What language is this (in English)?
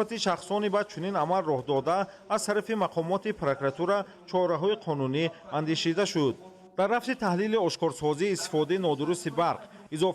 Tajik